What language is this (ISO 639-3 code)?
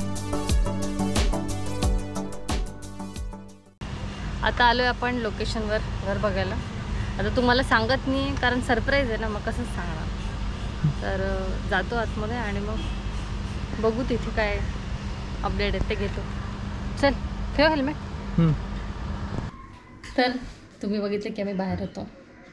mar